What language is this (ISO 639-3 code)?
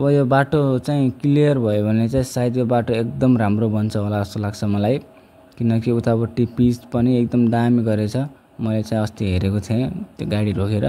nep